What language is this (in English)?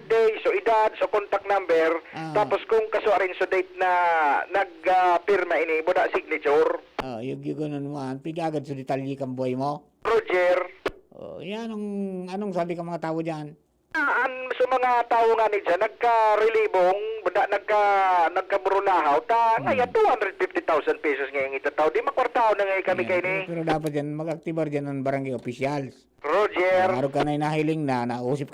Bikol